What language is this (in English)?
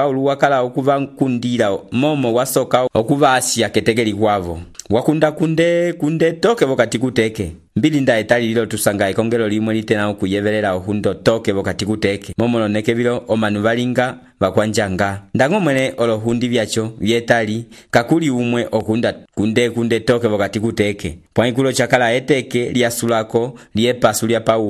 Umbundu